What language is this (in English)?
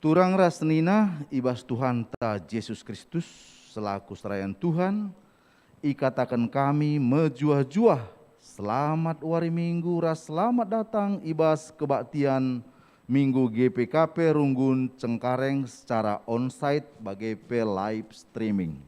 Batak Karo